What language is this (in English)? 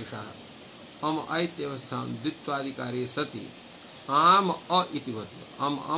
Sanskrit